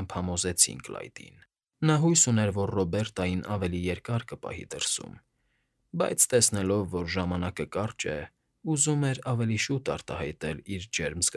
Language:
Armenian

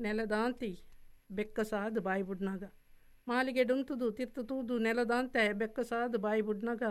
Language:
Tulu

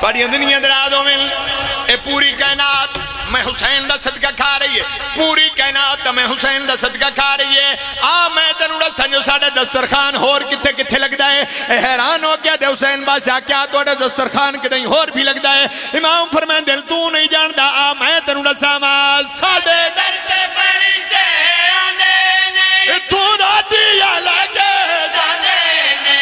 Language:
Pahari-Potwari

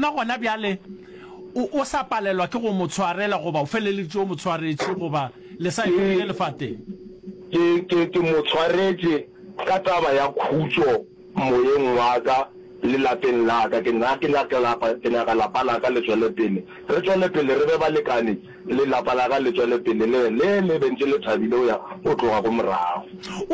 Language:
Northern Sotho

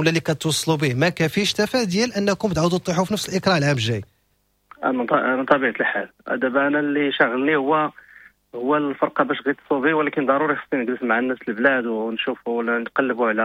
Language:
Moroccan Arabic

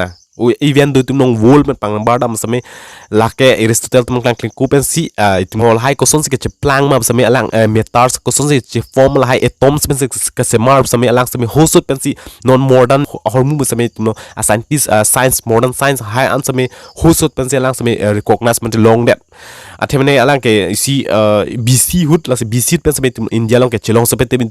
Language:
Karbi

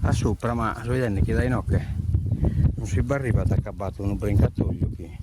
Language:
Sardinian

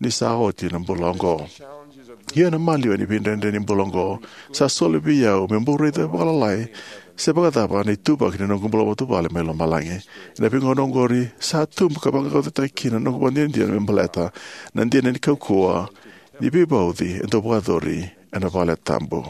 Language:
Fijian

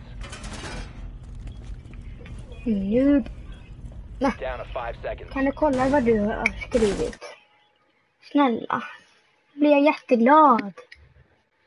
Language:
Swedish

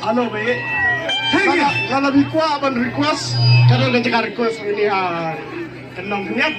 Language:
Khasi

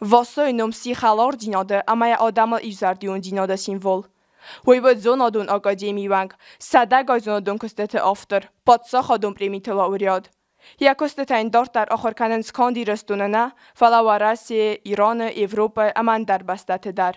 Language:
Ossetic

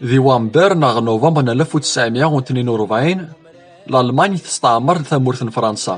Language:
Kabyle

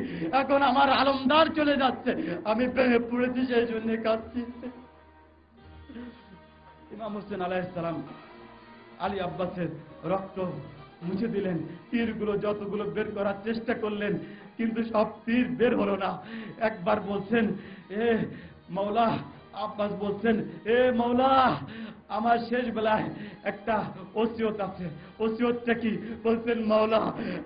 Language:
Bangla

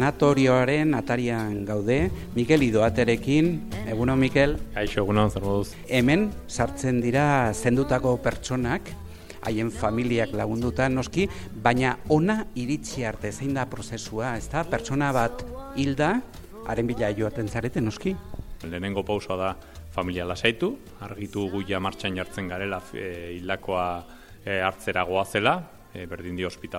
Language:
Basque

